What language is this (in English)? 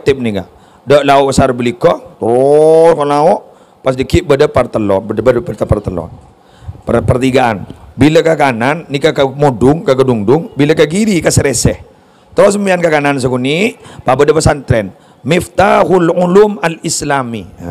Madurese